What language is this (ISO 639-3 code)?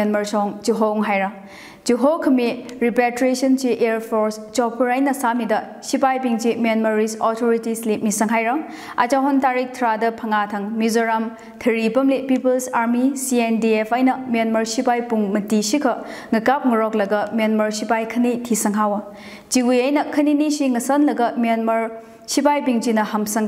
nmf